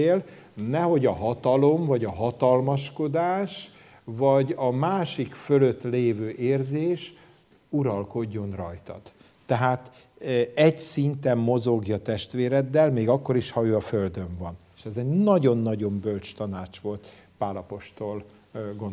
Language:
Hungarian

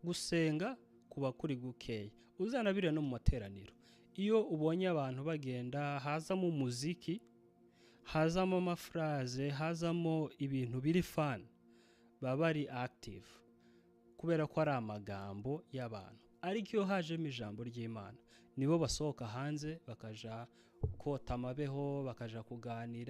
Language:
Kinyarwanda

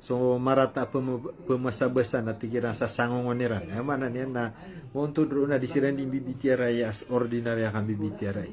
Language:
Maranao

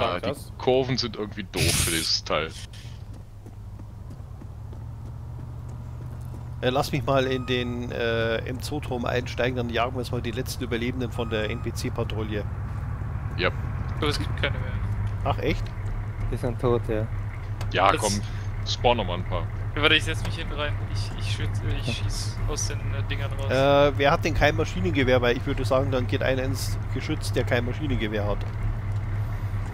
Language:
German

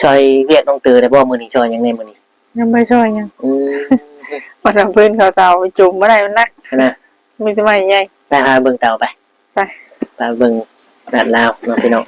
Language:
Northeastern Thai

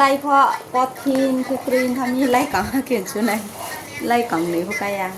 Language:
Riang (India)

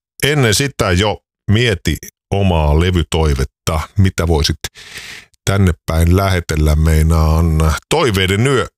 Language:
Finnish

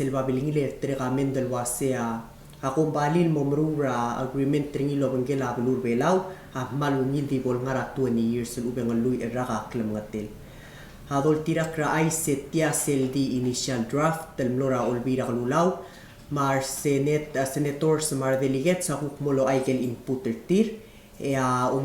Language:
Palauan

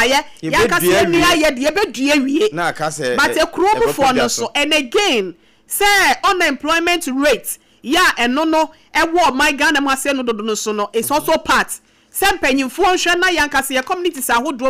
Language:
Akan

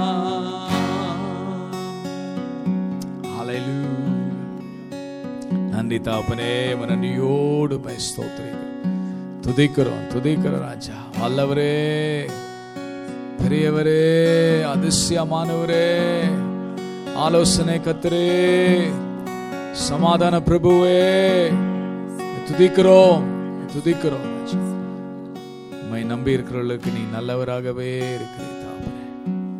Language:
Tamil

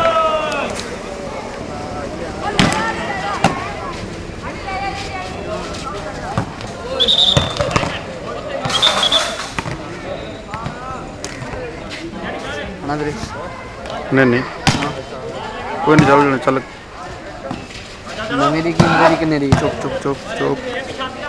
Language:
Punjabi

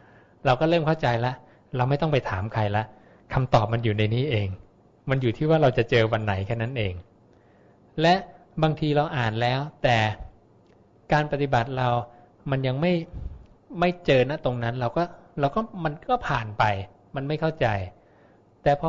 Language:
Thai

